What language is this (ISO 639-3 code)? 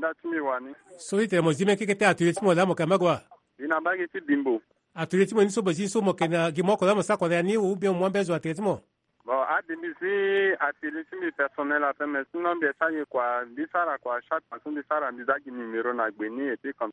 sag